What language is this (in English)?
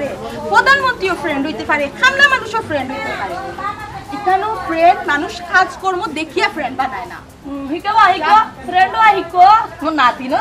Sylheti